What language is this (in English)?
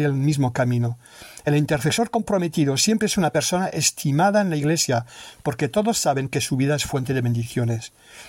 Spanish